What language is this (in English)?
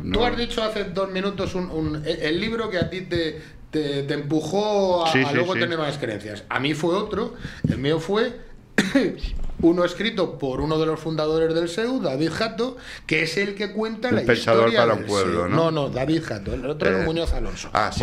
Spanish